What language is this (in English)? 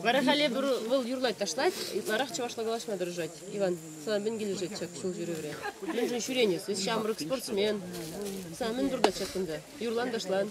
Chuvash